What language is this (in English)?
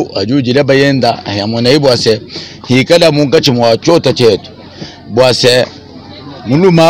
Luba-Lulua